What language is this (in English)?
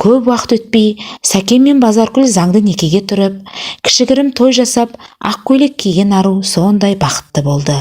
Kazakh